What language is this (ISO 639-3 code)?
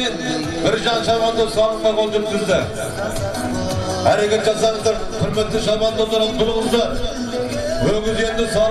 kaz